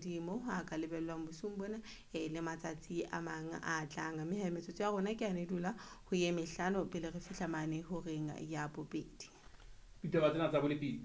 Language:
Southern Sotho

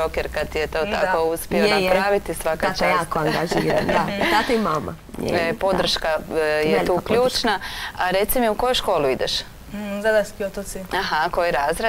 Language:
Croatian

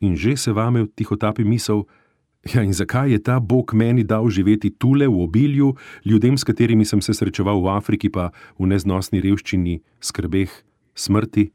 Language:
Slovenian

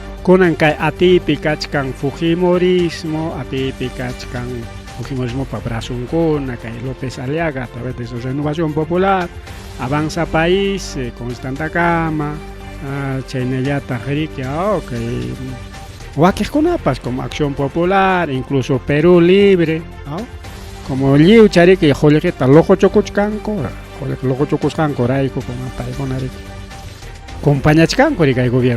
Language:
Ayacucho Quechua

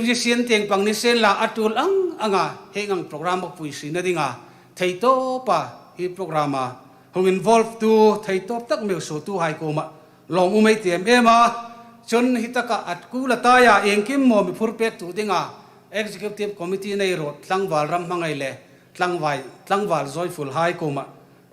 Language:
Hmar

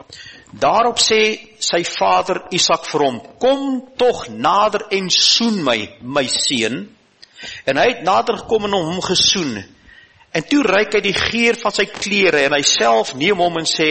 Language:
Afrikaans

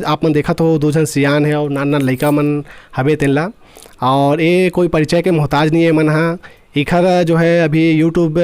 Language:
Chhattisgarhi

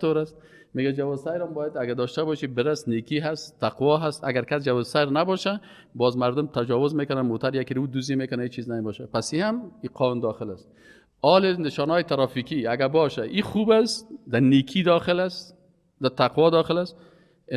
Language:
Persian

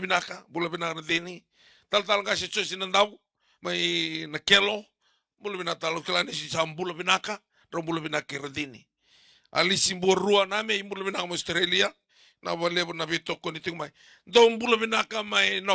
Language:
Fijian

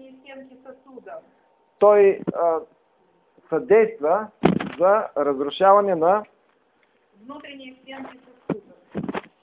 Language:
Bulgarian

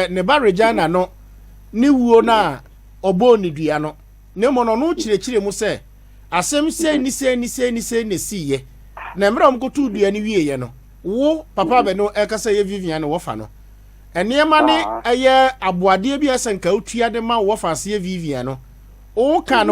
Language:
Akan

